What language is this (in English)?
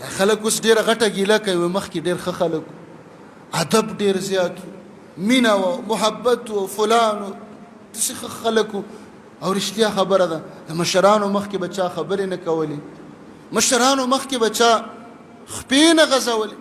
Pashto